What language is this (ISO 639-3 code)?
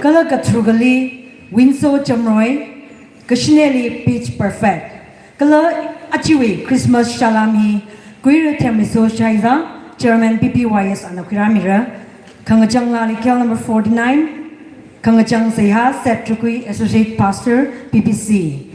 nmf